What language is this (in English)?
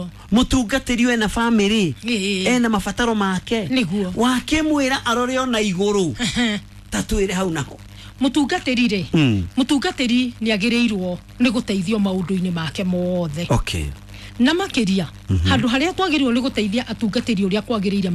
Kikuyu